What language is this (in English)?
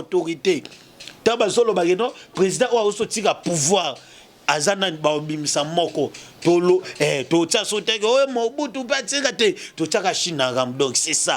Lingala